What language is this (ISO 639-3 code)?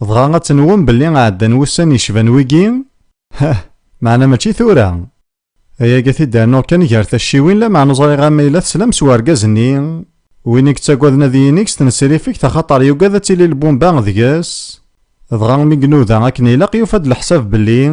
kab